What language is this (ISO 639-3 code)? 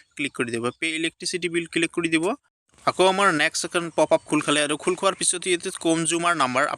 asm